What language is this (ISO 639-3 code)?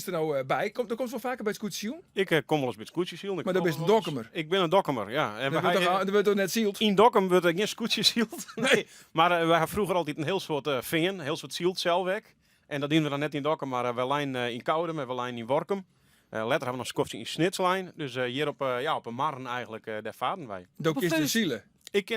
fry